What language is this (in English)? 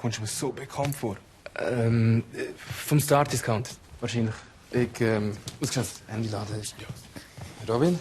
Swiss German